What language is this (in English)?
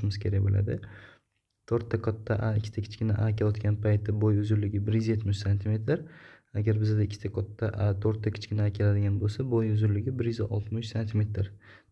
Uzbek